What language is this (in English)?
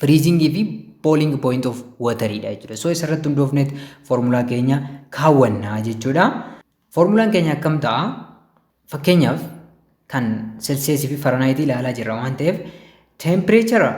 Oromo